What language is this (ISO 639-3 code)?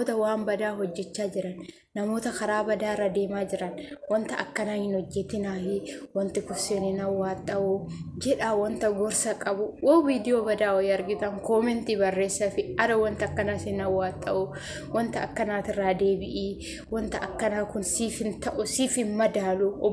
orm